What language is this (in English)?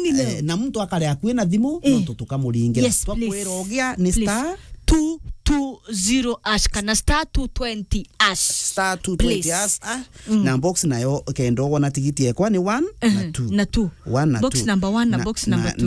Meru